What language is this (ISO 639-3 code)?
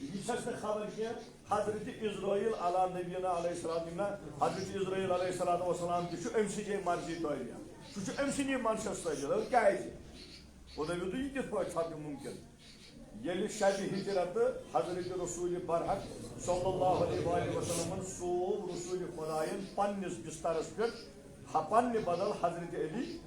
kas